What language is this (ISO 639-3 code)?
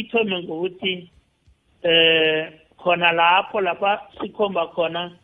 nbl